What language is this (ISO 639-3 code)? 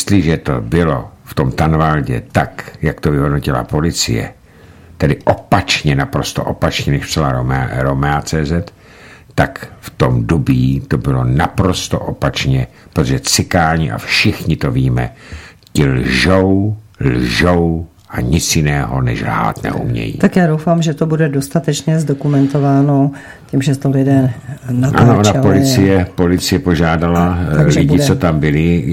ces